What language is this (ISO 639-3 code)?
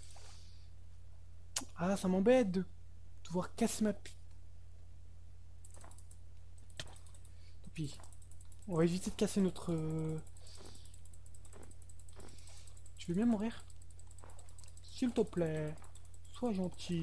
fra